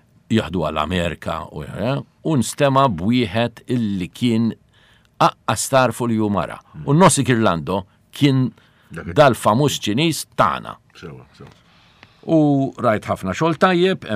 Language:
Maltese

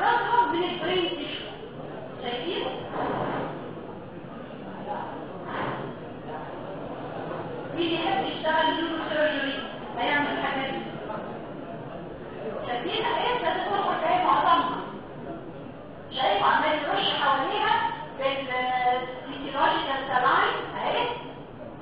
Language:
Egyptian Arabic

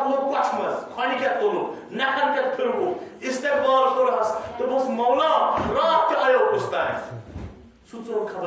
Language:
Kashmiri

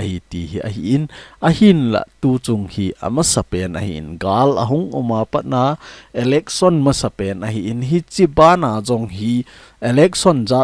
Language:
Thado Chin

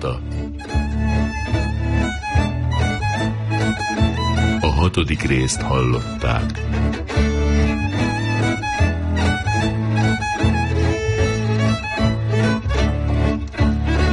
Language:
Hungarian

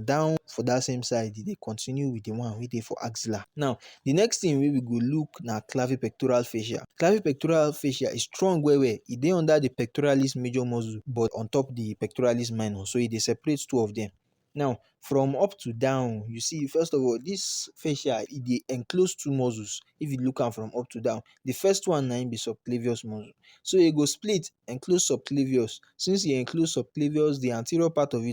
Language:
Nigerian Pidgin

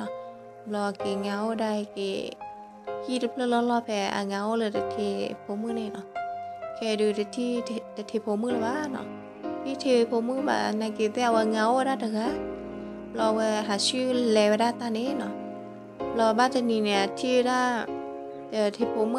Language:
S'gaw Karen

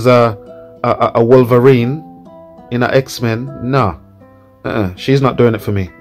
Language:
Jamaican Creole English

